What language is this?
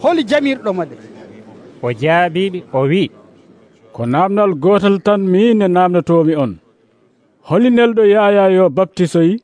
Nigerian Fulfulde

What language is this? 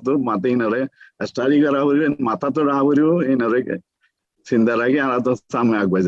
Rohingya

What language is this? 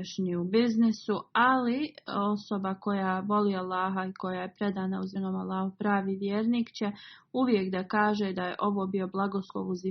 Bosnian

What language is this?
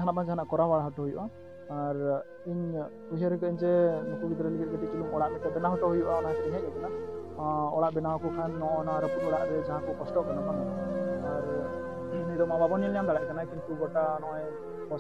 Santali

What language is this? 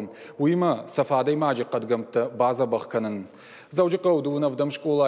Ossetic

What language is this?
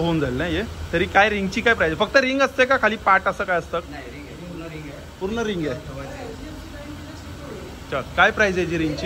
Marathi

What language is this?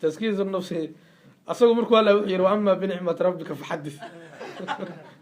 Somali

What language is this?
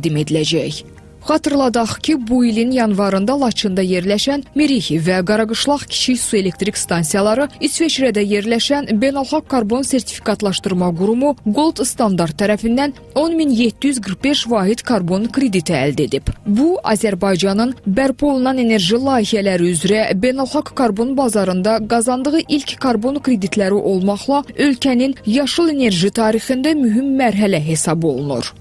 Azerbaijani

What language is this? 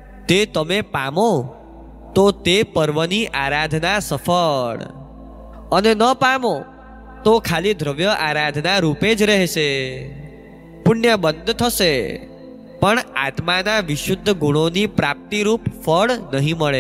Gujarati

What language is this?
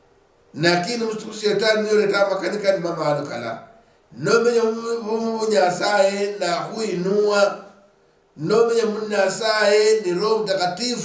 Luyia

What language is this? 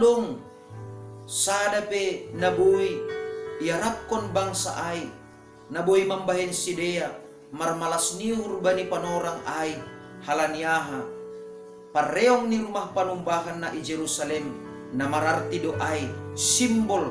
Batak Simalungun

